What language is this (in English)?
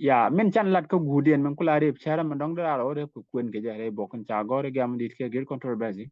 Nuer